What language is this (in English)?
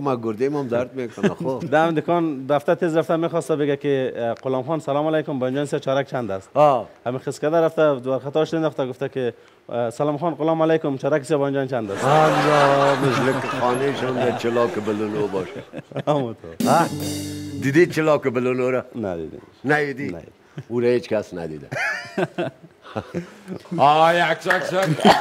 Persian